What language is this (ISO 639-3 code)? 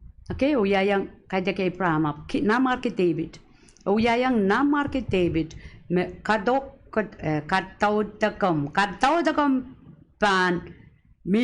pon